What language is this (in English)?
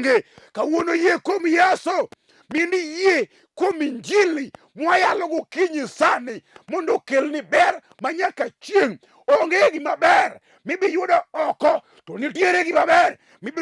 Luo (Kenya and Tanzania)